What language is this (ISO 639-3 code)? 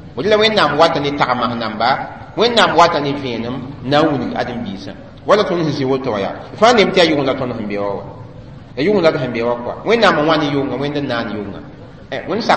mos